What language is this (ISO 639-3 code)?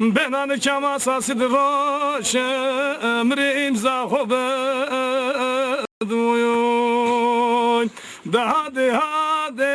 zza